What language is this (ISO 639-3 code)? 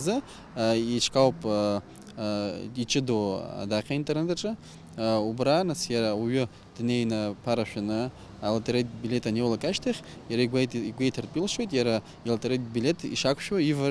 abk